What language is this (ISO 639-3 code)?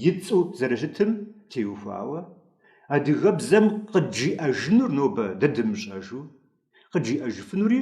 kbd